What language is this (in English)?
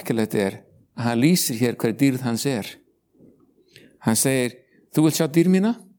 Icelandic